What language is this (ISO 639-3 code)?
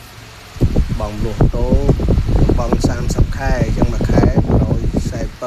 khm